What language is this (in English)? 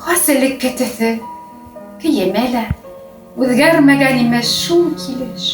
Bashkir